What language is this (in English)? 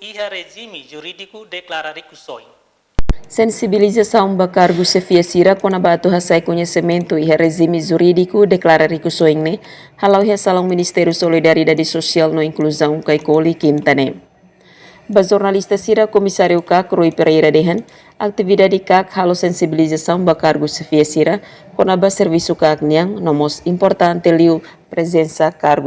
Tetum